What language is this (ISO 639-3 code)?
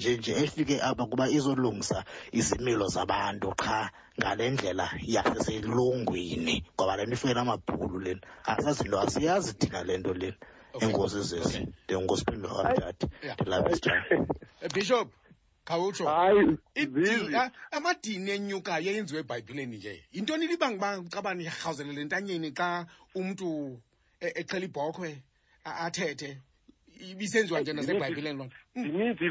xho